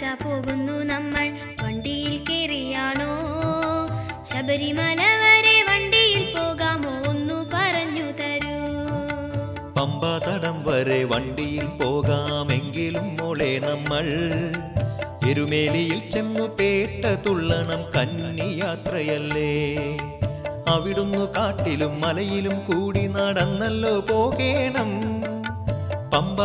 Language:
Malayalam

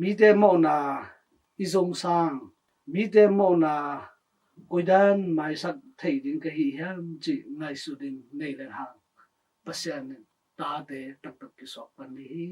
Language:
Tedim Chin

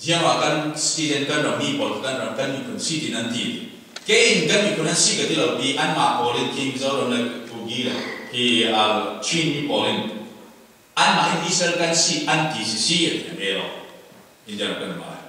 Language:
Falam Chin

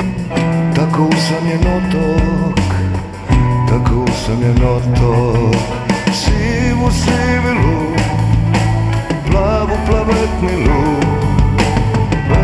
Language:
Croatian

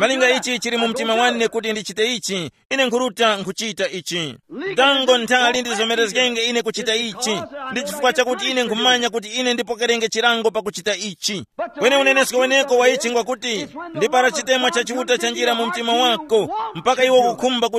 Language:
Tumbuka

